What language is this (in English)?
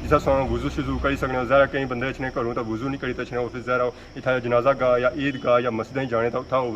Pahari-Potwari